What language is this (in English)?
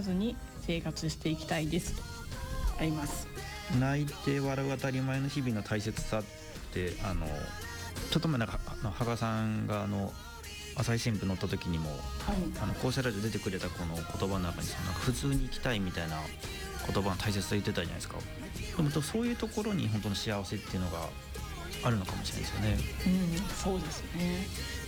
Japanese